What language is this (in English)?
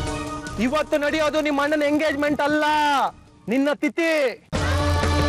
Kannada